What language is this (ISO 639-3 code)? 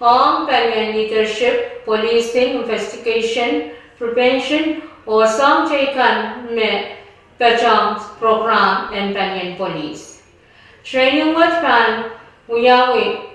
pon